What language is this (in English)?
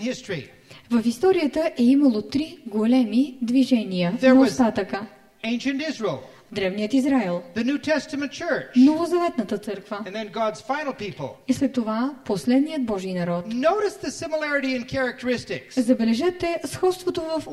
Bulgarian